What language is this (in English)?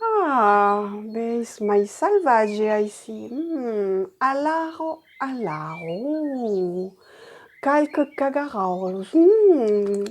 Occitan